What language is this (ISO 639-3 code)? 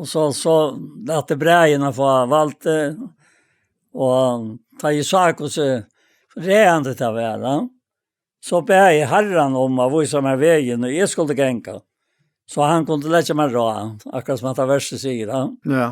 fao